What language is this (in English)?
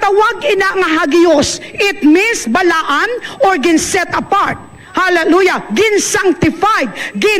Hiligaynon